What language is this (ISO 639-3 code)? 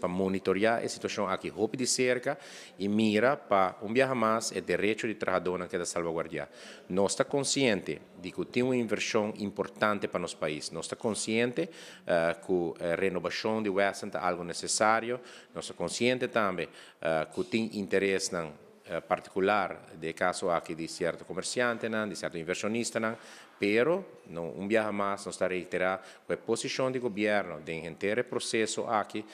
pap